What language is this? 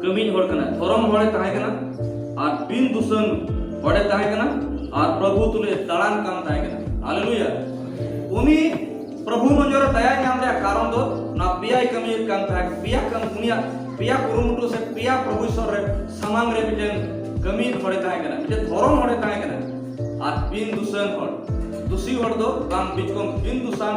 Santali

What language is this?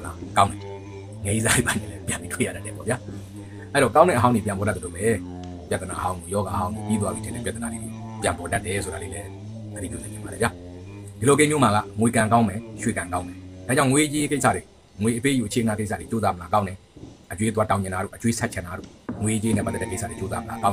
Burmese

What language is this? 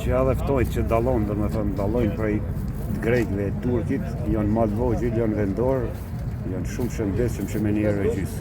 Albanian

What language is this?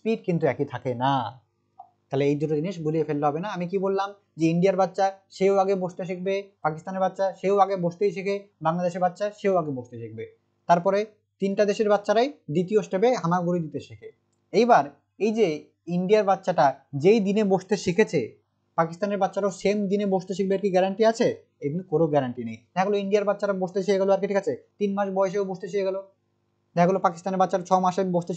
Bangla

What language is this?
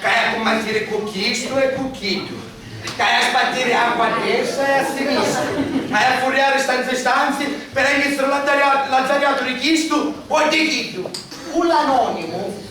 Sicilian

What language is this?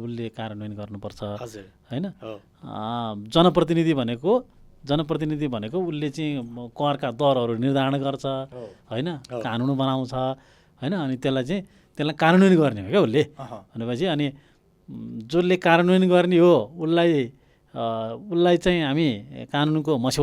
Nepali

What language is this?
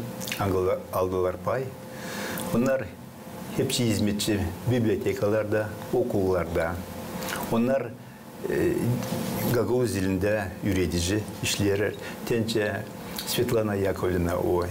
Gagauz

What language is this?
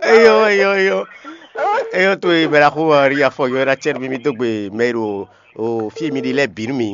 Fon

